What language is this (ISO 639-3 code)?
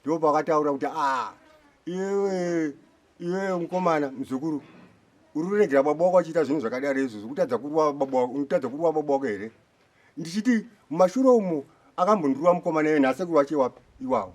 sna